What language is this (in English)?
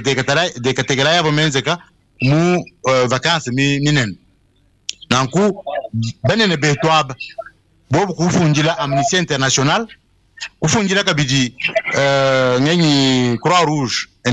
Luba-Lulua